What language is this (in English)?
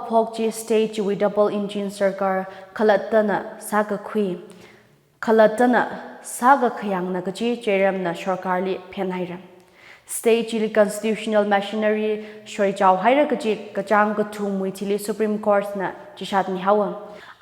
Tangkhul Naga (India)